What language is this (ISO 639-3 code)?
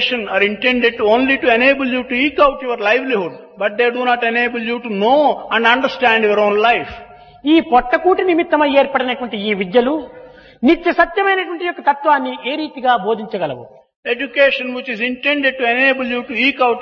tel